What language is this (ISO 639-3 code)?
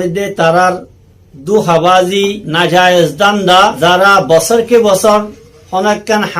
rhg